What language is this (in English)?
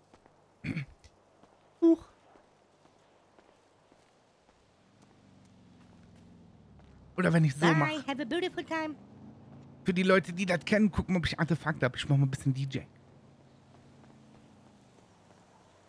German